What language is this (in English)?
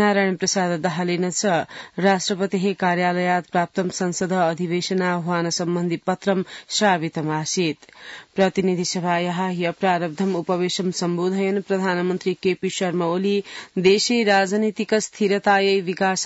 Sanskrit